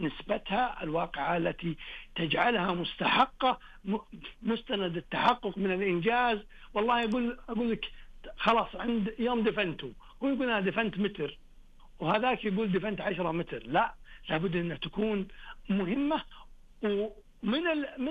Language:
Najdi Arabic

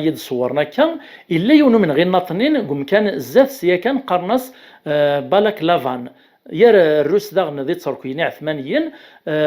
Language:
Kabyle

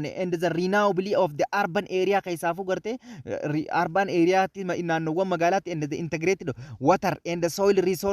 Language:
Oromo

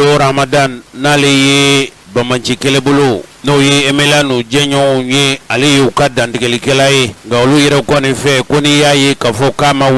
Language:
Bambara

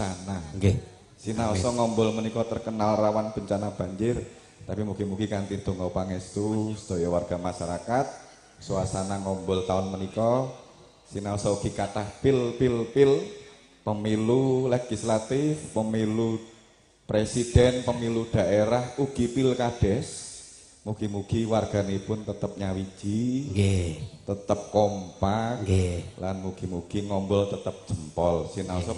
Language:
Javanese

